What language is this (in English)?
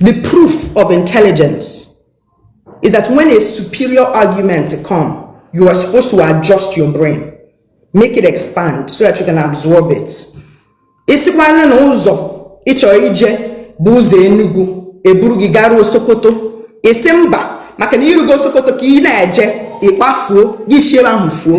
Igbo